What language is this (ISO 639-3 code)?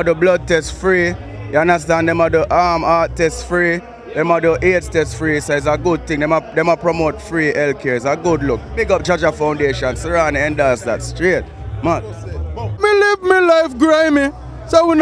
jam